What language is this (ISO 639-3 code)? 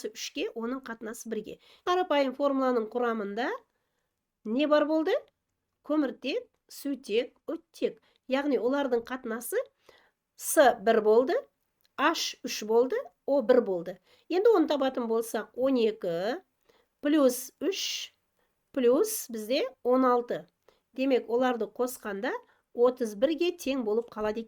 kaz